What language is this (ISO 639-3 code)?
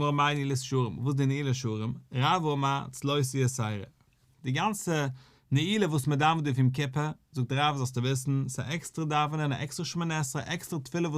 yid